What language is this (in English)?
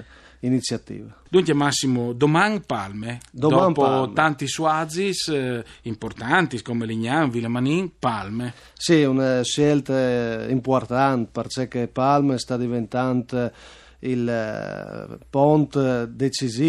Friulian